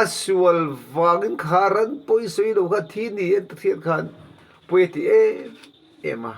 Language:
Mizo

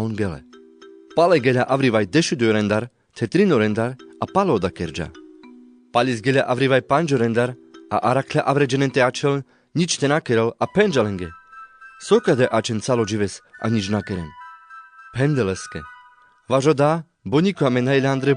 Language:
Carpathian Romani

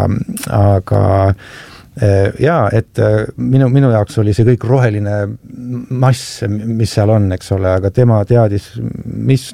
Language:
Estonian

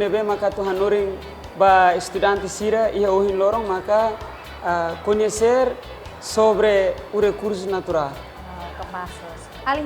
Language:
Tetum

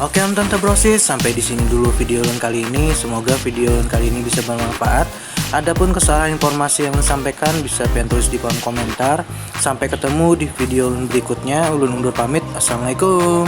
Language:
Banjar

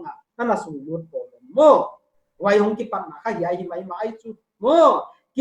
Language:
Paite Chin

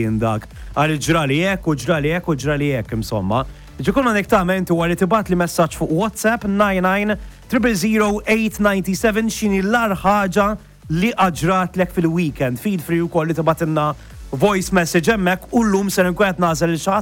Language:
Maltese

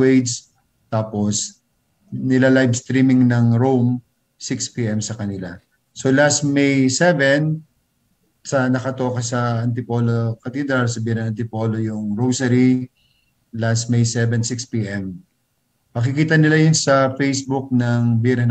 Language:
Filipino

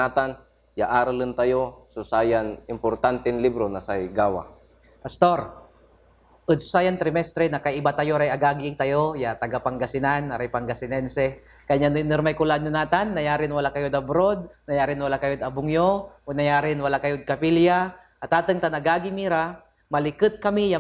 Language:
Pangasinan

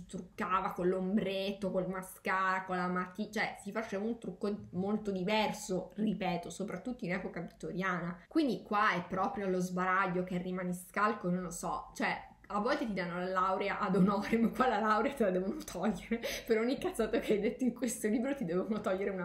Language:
Italian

